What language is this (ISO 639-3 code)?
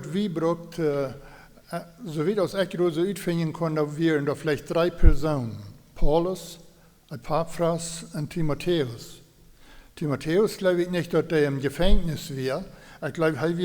pdt